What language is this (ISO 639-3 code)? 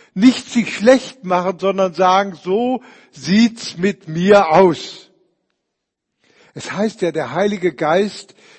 deu